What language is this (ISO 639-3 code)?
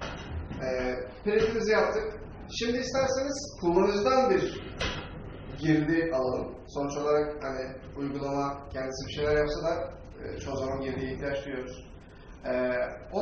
tur